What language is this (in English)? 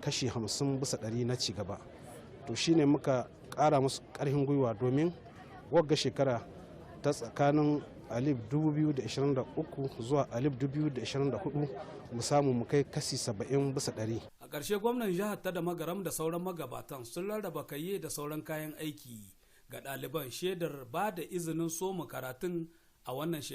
Hausa